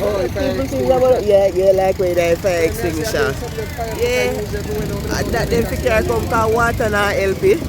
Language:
Jamaican Creole English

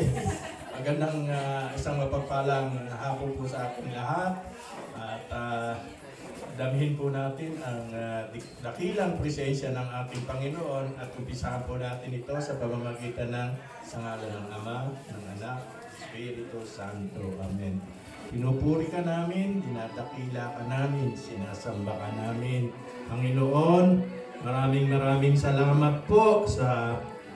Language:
Filipino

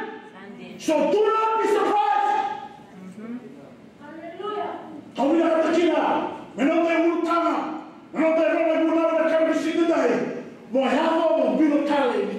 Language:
Fijian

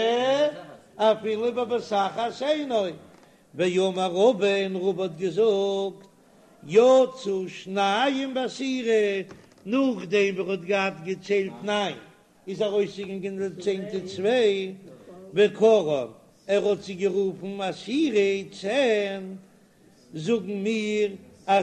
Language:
Yiddish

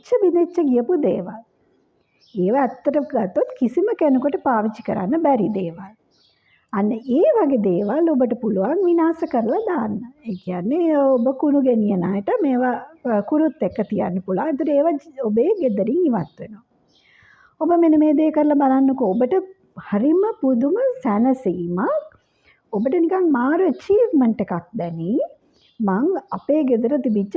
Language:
Sinhala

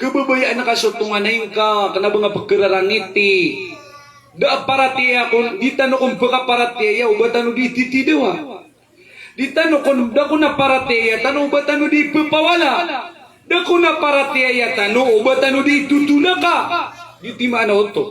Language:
Maranao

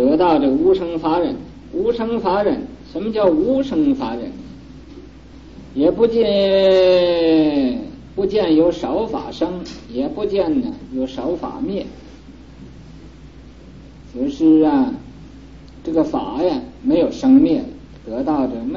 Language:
Chinese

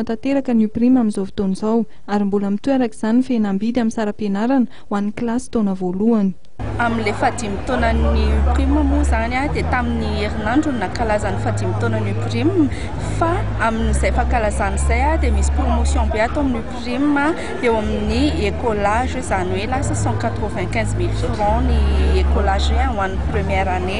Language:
Malagasy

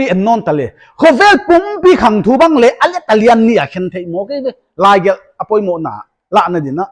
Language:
Paite Chin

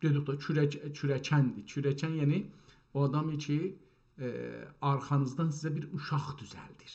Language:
South Azerbaijani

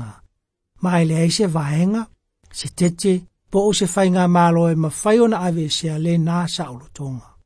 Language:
Samoan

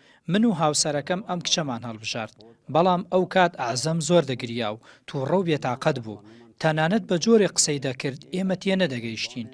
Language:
Central Kurdish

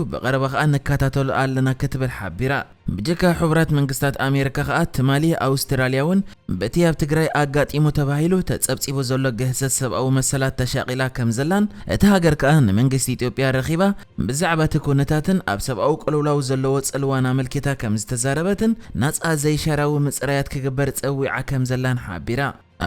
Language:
Tigrinya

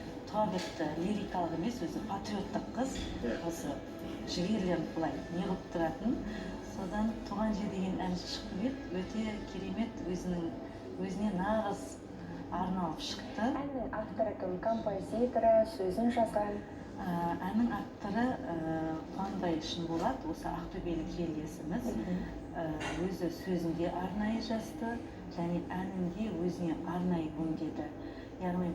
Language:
Kazakh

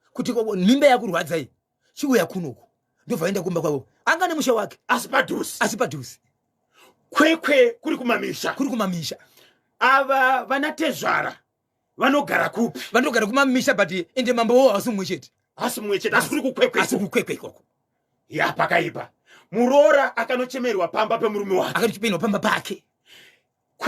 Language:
Shona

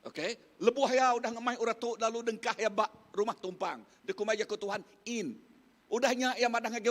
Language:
Iban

